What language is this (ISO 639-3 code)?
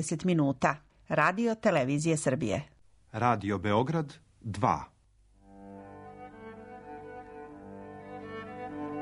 srp